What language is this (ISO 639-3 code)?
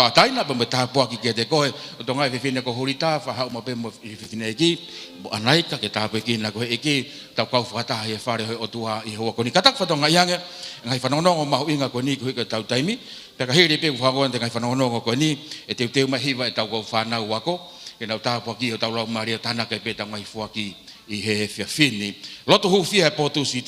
ton